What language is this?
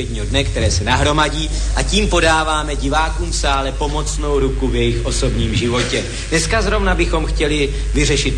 Czech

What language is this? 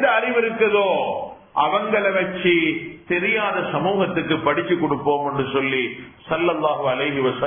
Tamil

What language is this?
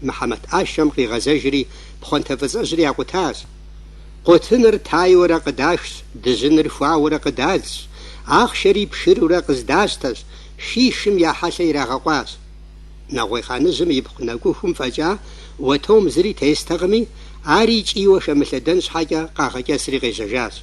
Kabardian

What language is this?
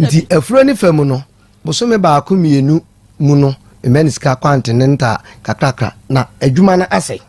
Akan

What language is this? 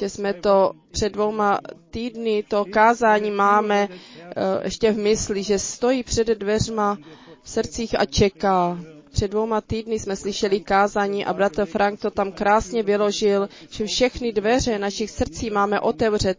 Czech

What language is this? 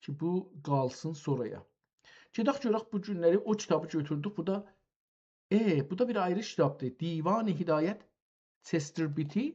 South Azerbaijani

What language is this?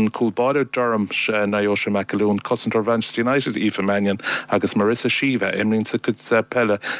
Irish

